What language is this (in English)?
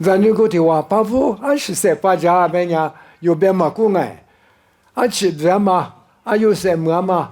Lisu